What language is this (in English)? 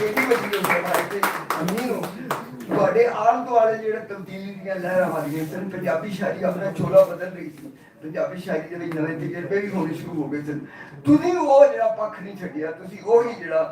Western Panjabi